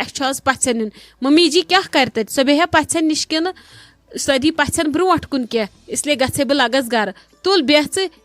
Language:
Kashmiri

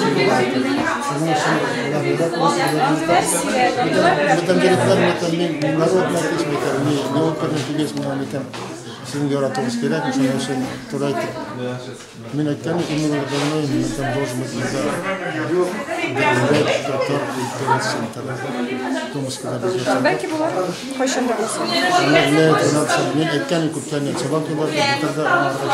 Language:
Tatar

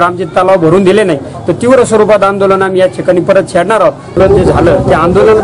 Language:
Marathi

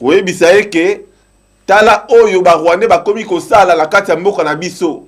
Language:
Lingala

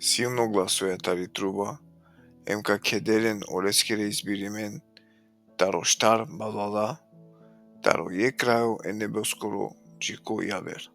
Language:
Balkan Romani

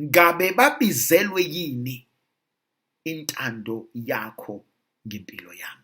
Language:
Zulu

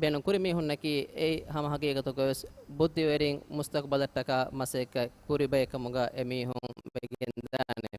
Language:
Divehi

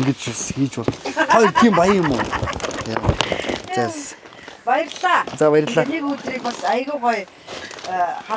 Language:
Mongolian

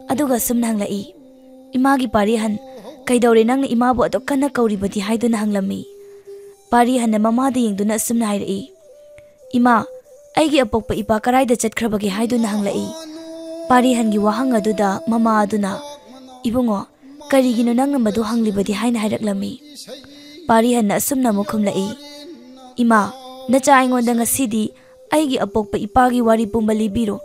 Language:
Manipuri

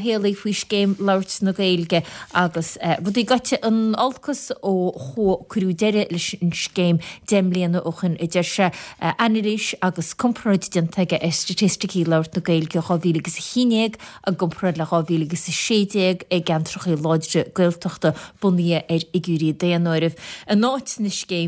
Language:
Irish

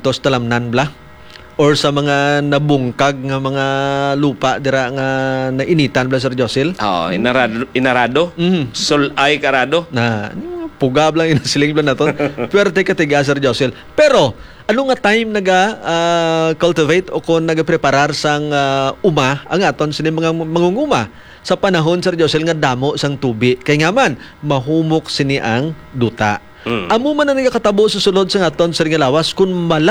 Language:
Hiligaynon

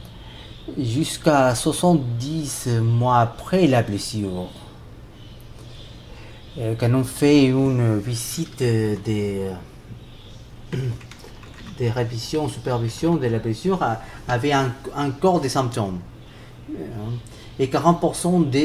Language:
French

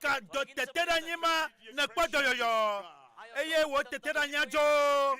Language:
Ewe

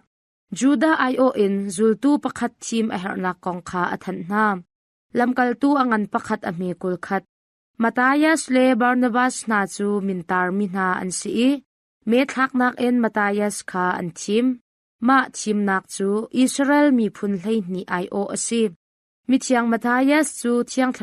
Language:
Hakha Chin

